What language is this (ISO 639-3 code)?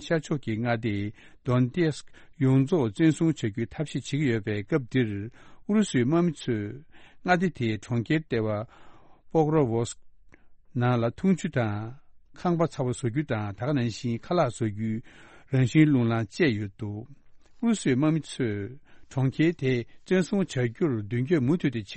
bod